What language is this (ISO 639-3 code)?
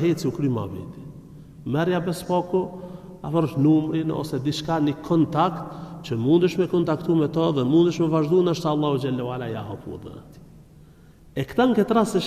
sqi